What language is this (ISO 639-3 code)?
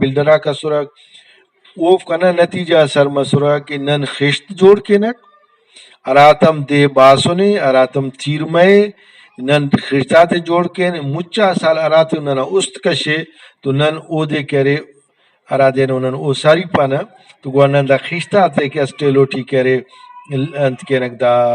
brh